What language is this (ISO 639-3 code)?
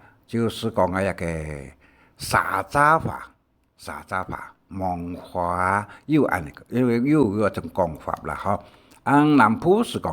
hak